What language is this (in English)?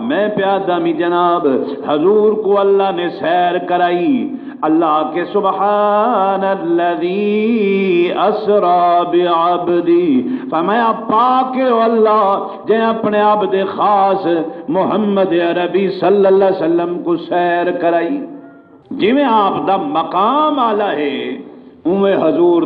Saraiki